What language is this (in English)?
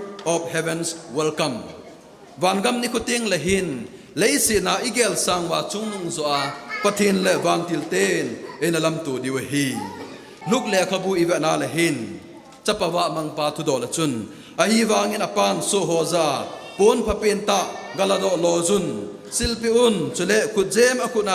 Thado Chin